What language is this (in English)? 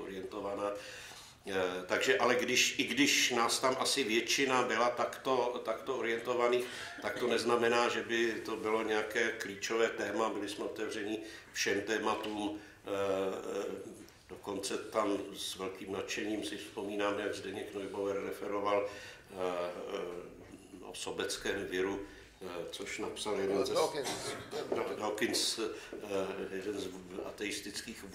Czech